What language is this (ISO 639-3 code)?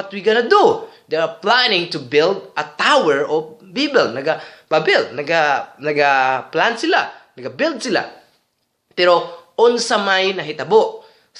ceb